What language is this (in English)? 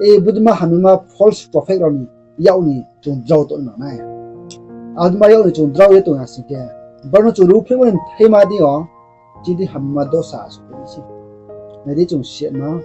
Riang (India)